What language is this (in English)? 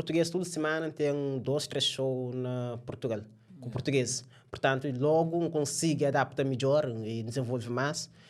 Kabuverdianu